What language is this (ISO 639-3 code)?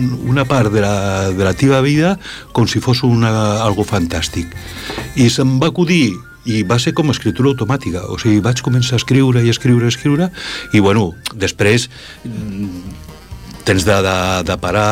cat